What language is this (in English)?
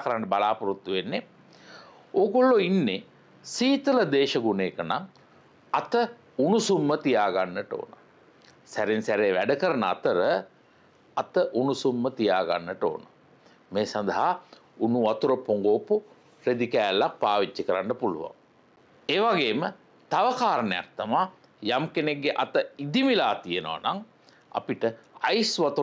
Sinhala